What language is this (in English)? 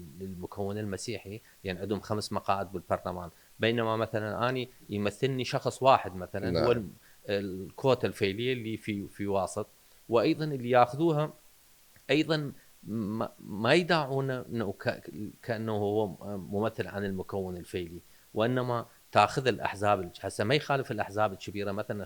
Mesopotamian Arabic